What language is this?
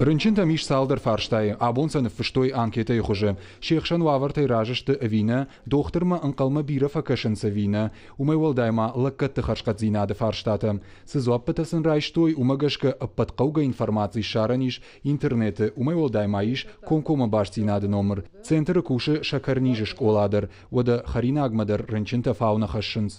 Ossetic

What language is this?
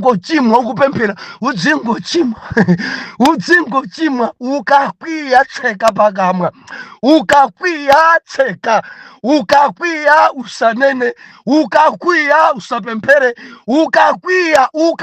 Nyanja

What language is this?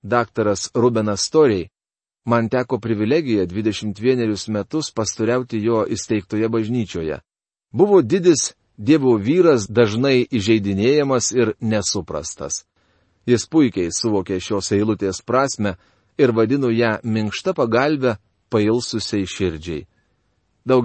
Lithuanian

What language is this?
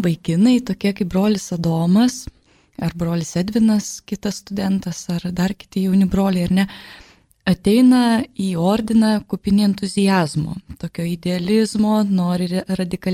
Lithuanian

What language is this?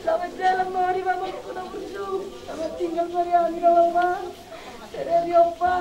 Batak Toba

